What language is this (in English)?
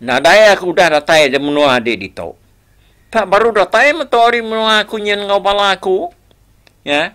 Iban